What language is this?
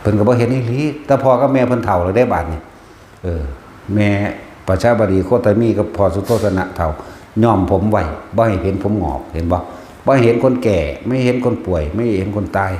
Northeastern Thai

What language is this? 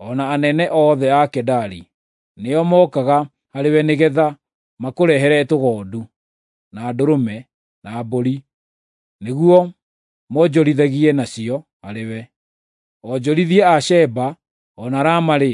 Kikuyu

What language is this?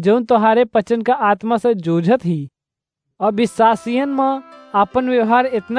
Awadhi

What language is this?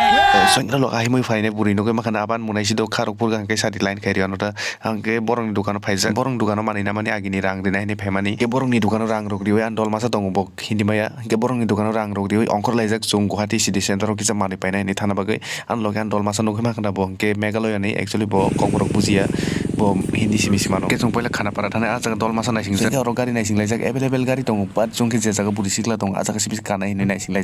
Kok Borok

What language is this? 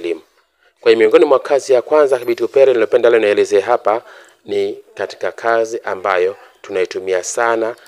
Swahili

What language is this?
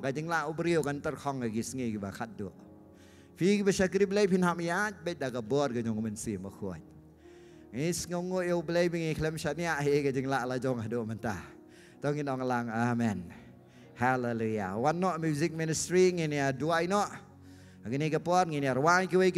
Khasi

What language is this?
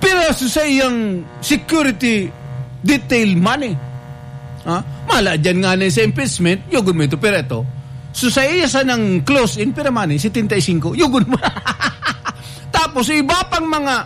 Bikol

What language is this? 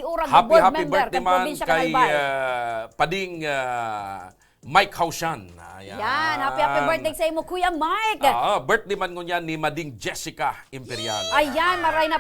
Bikol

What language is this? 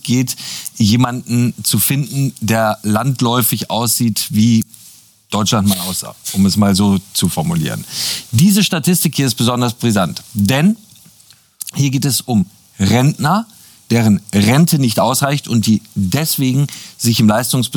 German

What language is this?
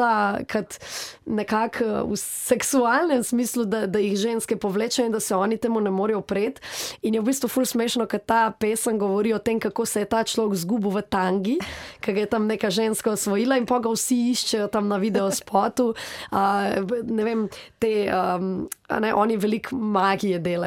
Slovenian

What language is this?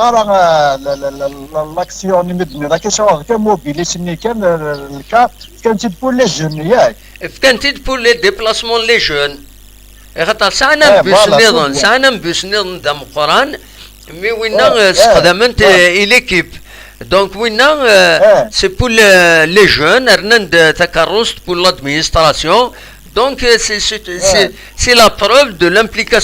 Kabyle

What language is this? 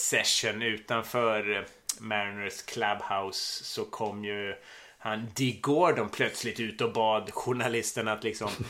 Swedish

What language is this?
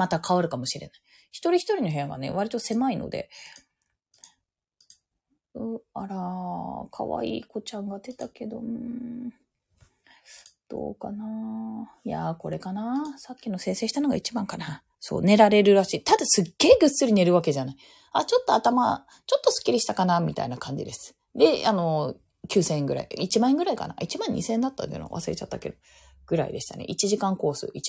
Japanese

